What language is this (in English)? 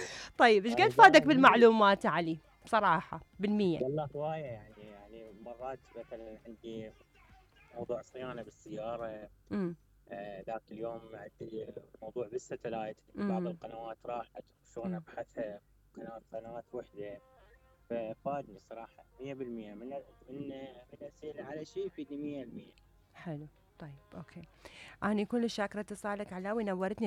Mesopotamian Arabic